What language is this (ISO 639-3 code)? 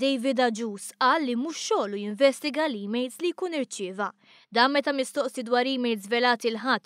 mlt